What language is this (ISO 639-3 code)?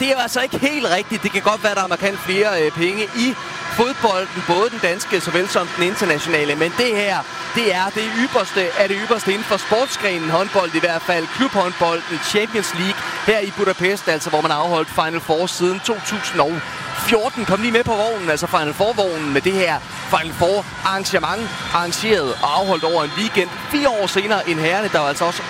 dan